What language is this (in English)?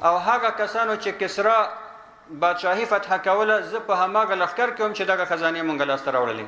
Pashto